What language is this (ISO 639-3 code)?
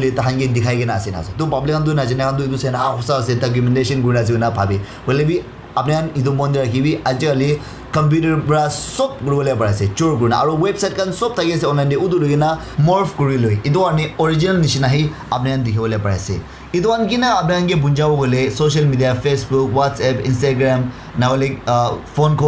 nag